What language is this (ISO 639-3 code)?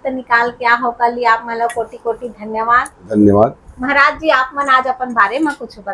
hne